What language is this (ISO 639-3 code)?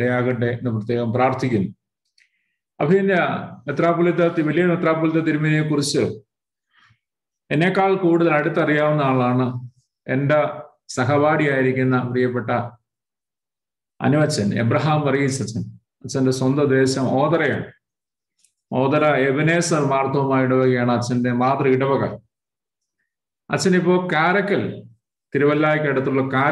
mal